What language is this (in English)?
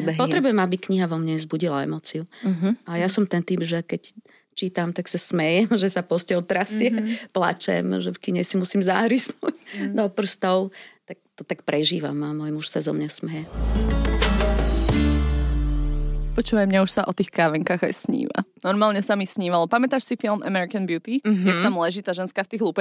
Slovak